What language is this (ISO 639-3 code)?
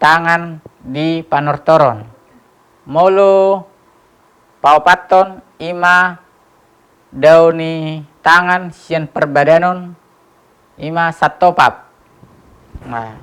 bbc